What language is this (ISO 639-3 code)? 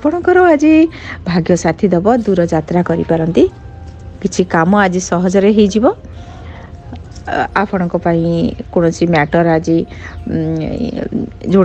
ori